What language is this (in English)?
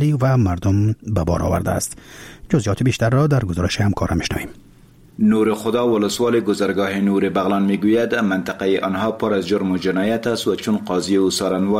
Persian